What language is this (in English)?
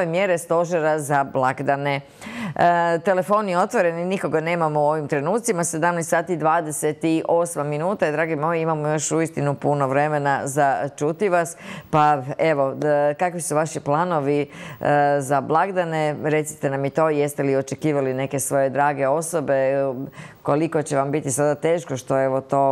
Croatian